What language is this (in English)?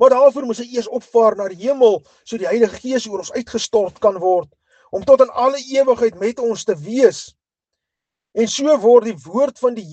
Afrikaans